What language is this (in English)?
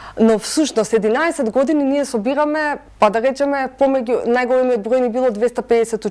Macedonian